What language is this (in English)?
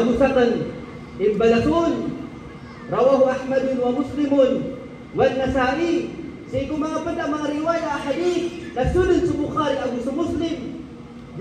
Maranao